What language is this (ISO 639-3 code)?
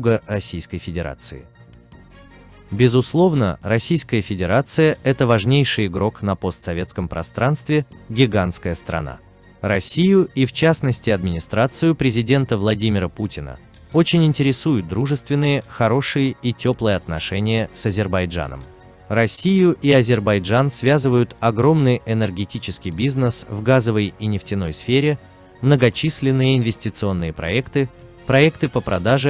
rus